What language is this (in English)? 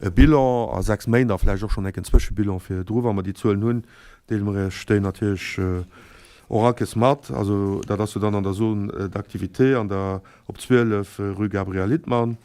Luxembourgish